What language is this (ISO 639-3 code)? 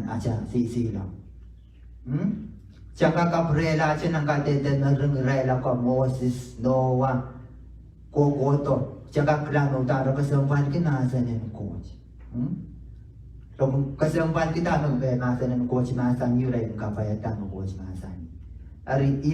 pon